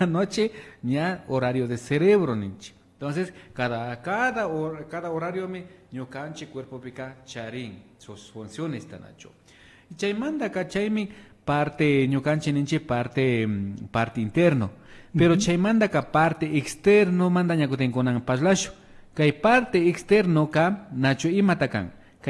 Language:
Imbabura Highland Quichua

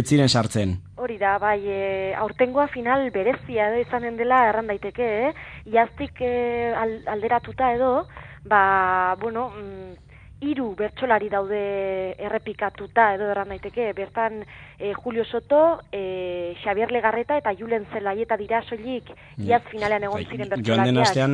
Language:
Basque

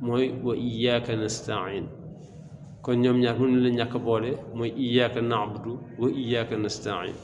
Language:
Wolof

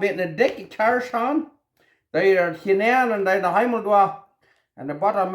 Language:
Plautdietsch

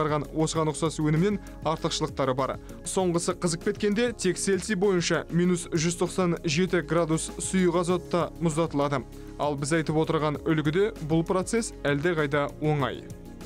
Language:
Kazakh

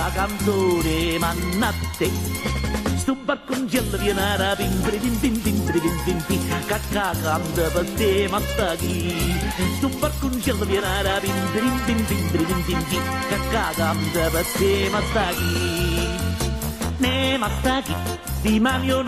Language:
Neapolitan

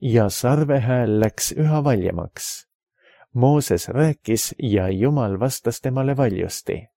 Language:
Estonian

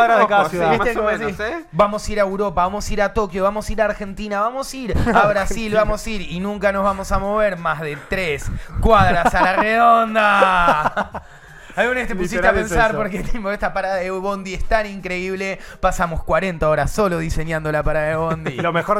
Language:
Spanish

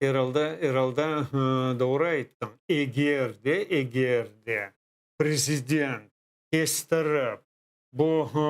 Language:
Crimean Tatar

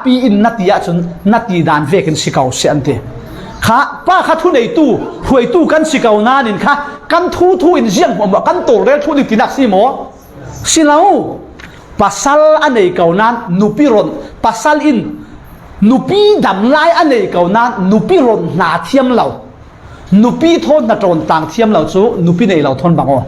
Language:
Falam Chin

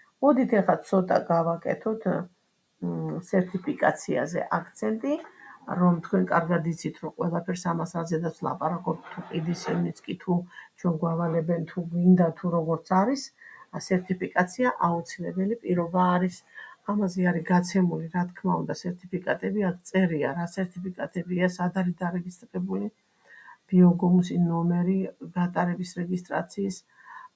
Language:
Georgian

